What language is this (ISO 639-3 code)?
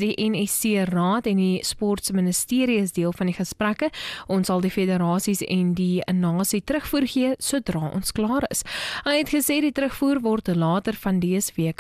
afr